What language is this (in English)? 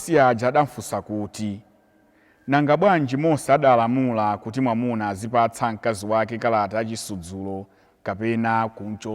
Nyanja